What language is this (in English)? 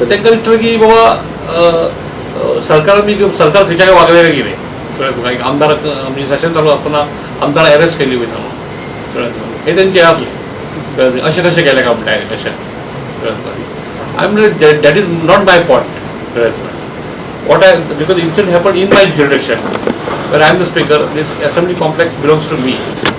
Konkani